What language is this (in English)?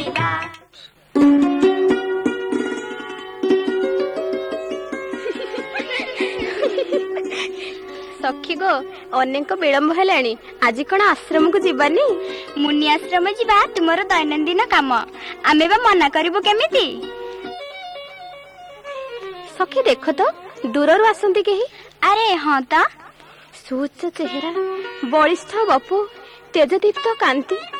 Odia